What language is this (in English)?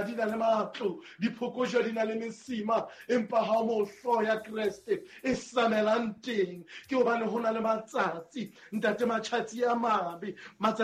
Southern Sotho